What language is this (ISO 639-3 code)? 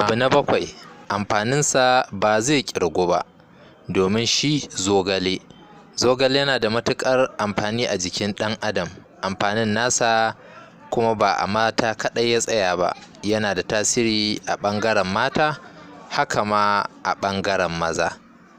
hau